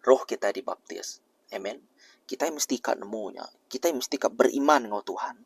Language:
Iban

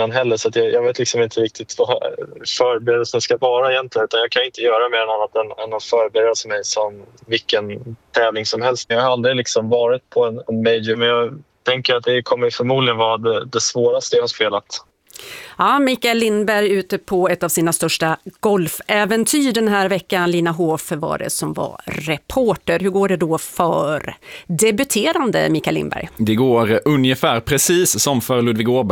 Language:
Swedish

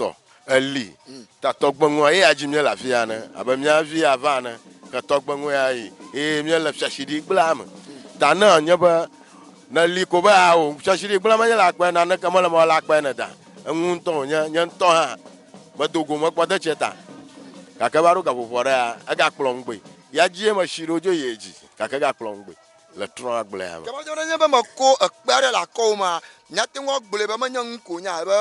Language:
Ewe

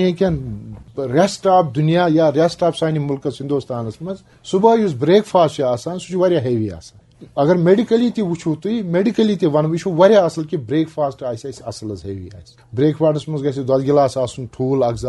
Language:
Kashmiri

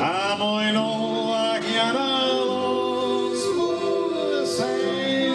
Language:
Bavarian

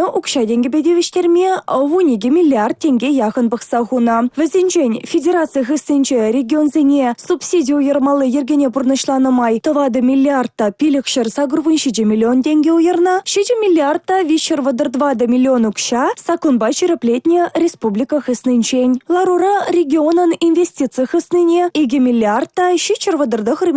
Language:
Chuvash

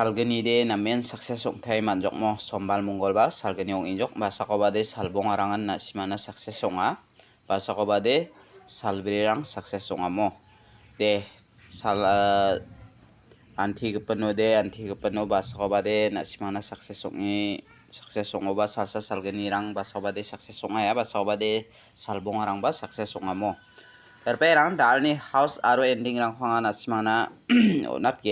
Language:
Garo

